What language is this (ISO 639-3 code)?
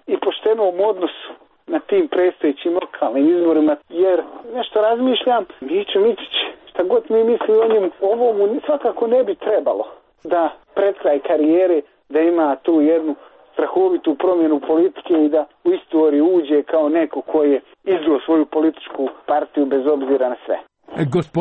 srp